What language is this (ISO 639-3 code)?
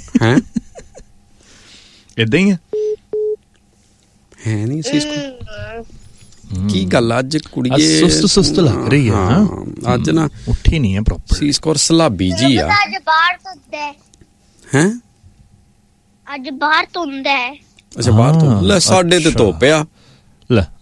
pan